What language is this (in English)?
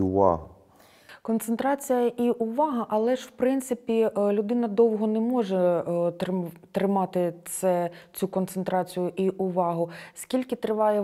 Ukrainian